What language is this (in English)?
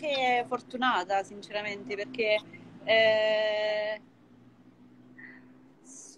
Italian